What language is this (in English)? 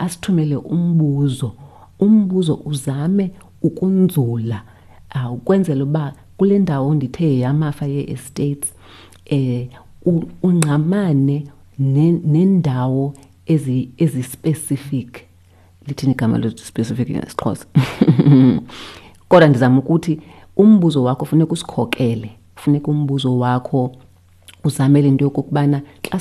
Xhosa